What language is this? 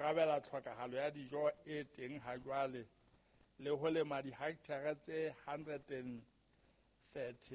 Southern Sotho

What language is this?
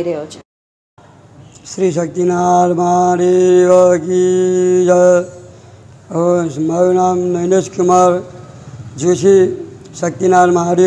Gujarati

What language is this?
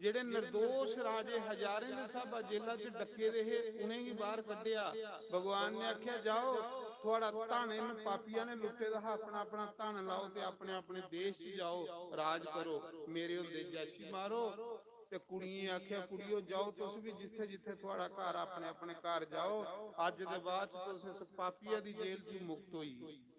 Dogri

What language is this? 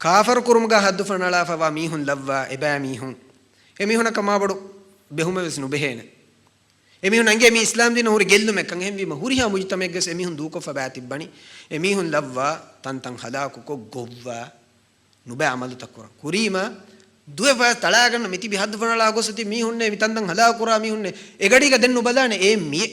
Divehi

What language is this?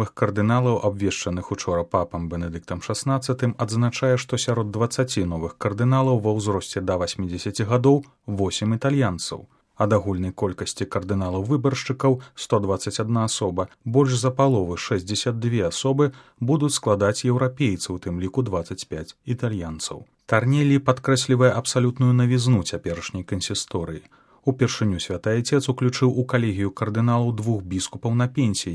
Belarusian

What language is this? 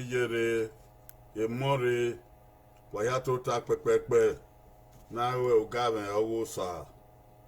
Bini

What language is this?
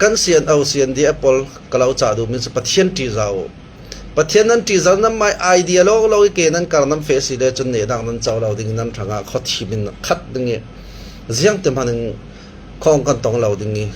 Falam Chin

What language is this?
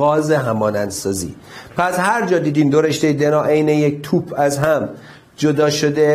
Persian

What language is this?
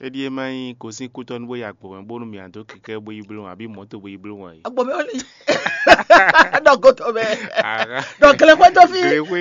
Fon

